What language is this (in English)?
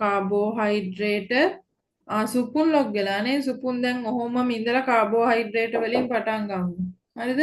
Sinhala